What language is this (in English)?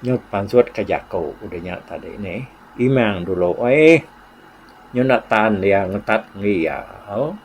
Iban